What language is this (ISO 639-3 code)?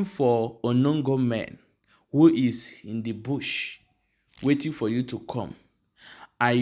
ibo